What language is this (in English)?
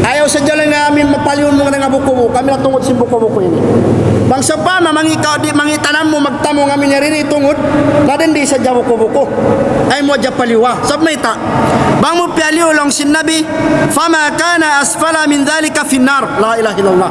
Tausug